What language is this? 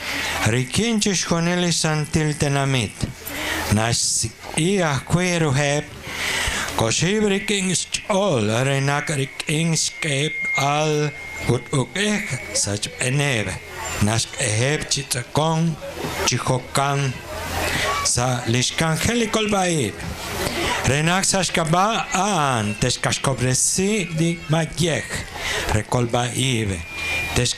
Kekchí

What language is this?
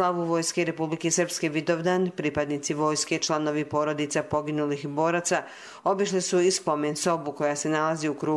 Serbian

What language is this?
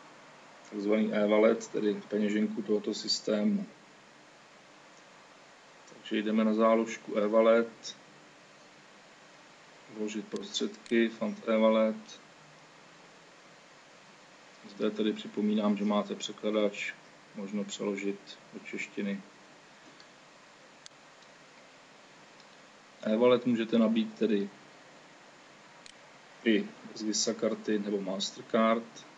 Czech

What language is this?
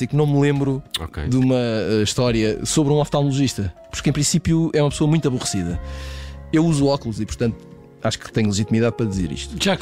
Portuguese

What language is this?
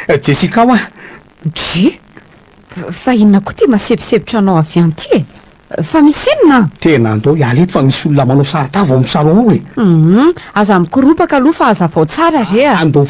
Malagasy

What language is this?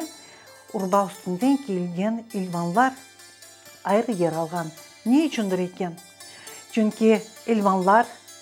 Crimean Tatar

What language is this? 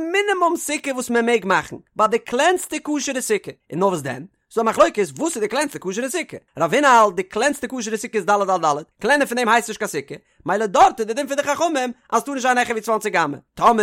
Yiddish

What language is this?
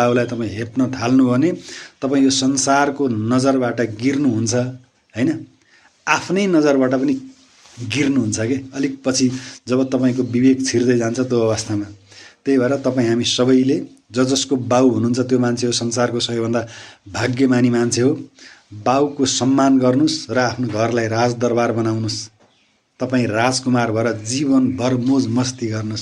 Nepali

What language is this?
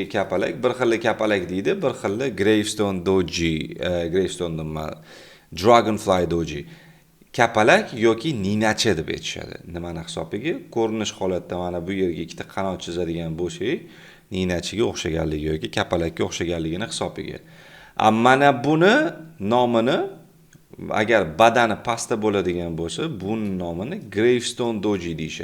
Uzbek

